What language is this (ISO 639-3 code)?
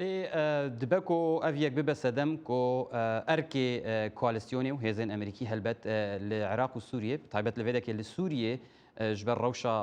kur